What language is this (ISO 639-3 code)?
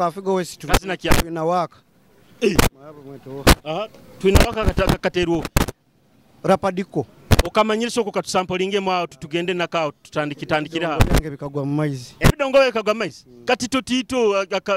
nyo